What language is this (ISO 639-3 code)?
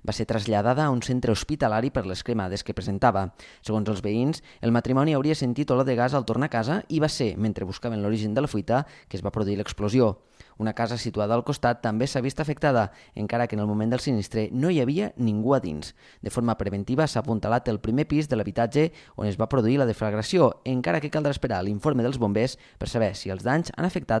cat